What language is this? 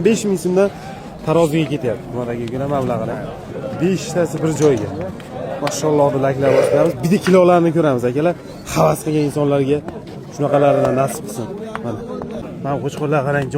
Uzbek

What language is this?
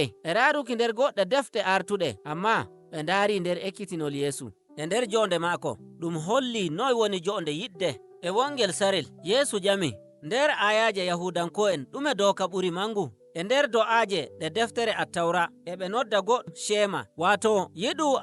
Nigerian Fulfulde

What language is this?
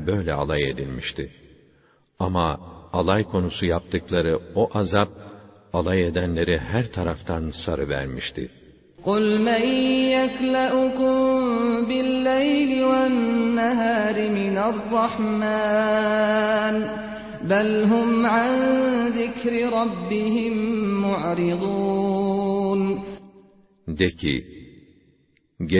Turkish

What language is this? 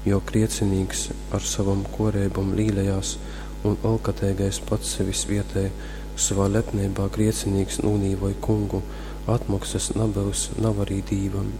Latgalian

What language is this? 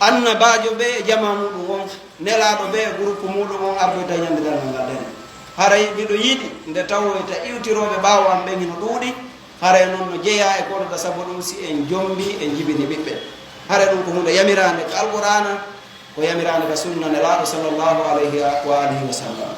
Fula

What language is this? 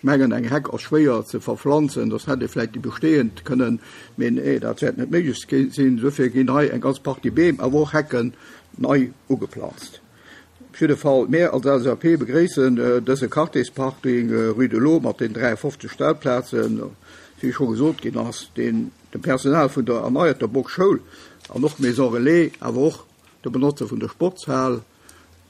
Luxembourgish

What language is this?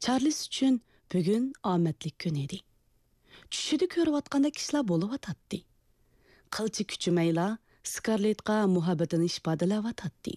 Uyghur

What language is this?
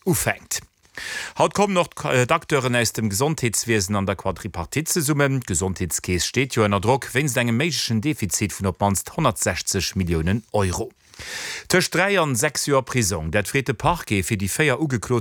Luxembourgish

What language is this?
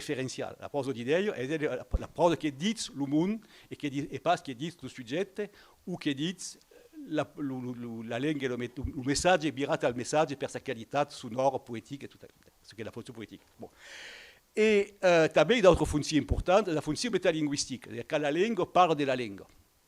Occitan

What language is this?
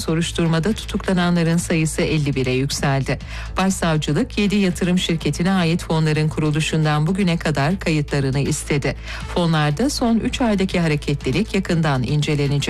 Turkish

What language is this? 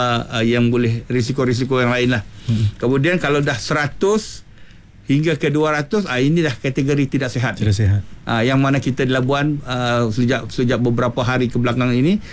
Malay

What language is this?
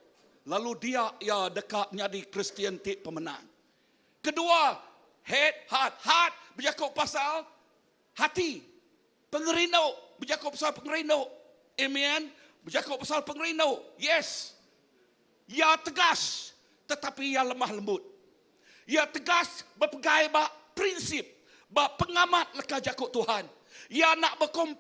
Iban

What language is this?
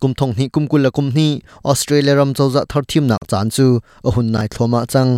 Hakha Chin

